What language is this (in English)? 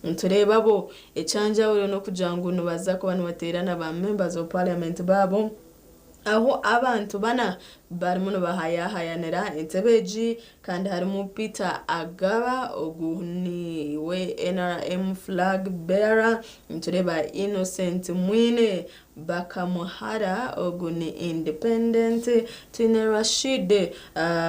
Nyankole